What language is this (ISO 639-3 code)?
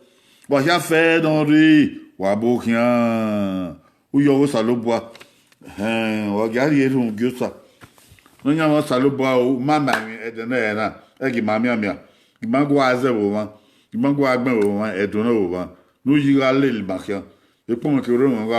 bin